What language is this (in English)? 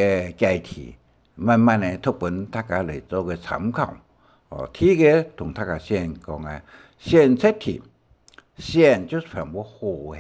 Hakka Chinese